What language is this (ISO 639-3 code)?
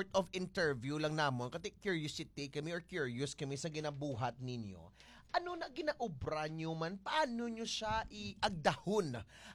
hil